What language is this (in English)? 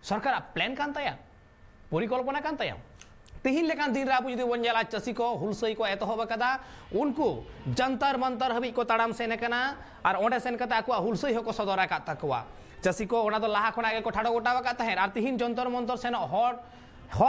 Santali